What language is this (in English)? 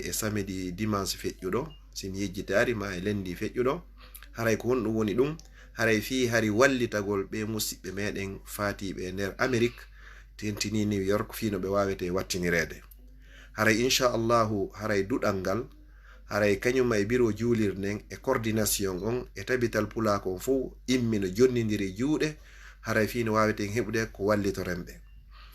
Fula